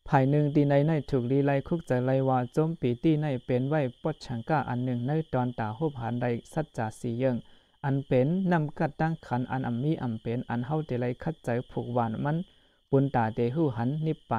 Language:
Shan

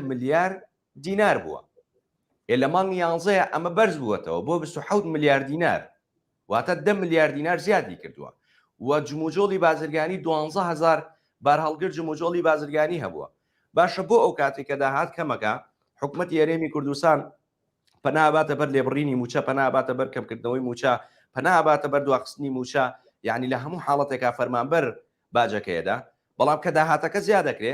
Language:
Central Kurdish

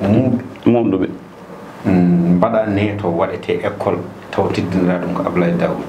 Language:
Fula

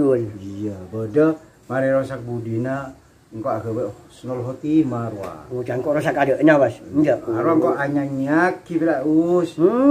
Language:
Madurese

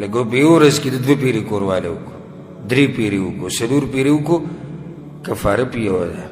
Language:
Pashto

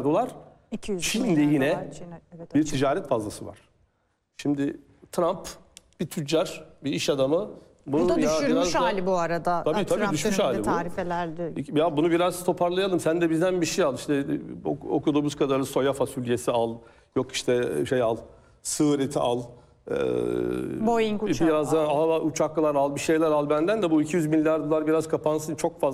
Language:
Turkish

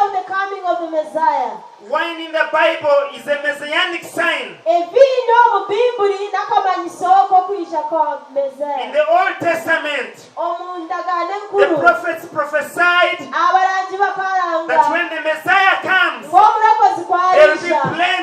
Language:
Nyankole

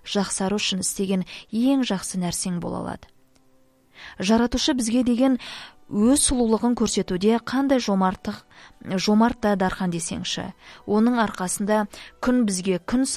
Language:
Kazakh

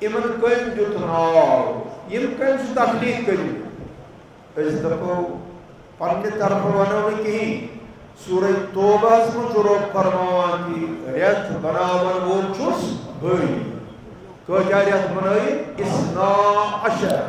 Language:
Kashmiri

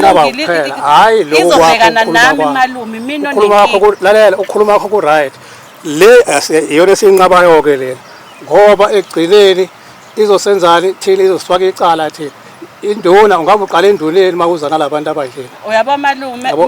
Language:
Zulu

